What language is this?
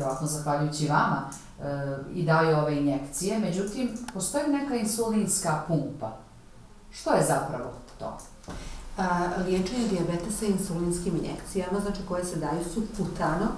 Bosnian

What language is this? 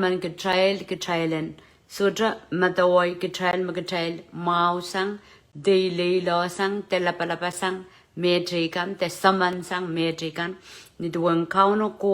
Pohnpeian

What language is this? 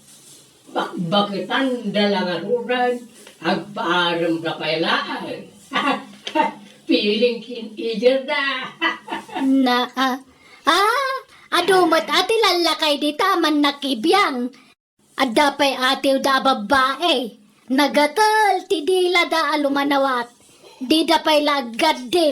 Iloko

